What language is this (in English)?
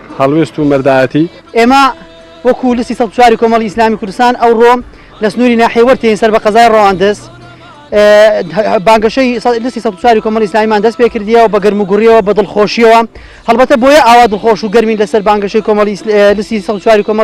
Central Kurdish